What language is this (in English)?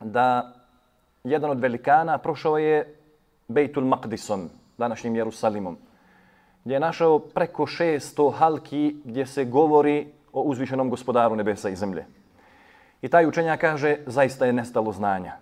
Bosnian